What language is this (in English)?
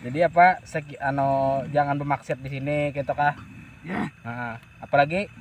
Banjar